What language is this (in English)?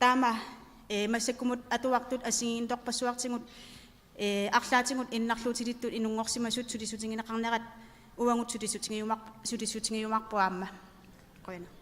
Kalaallisut